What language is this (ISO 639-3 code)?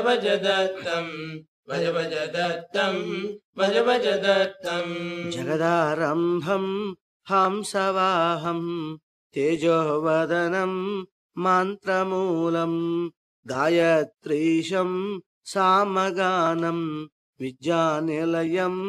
san